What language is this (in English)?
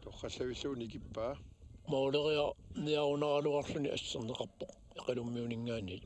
Kalaallisut